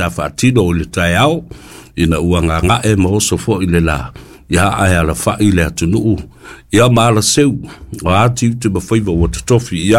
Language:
Samoan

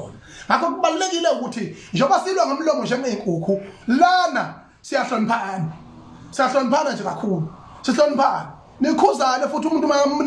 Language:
Zulu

